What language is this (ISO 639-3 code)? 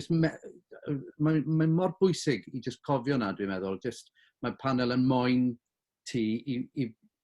cym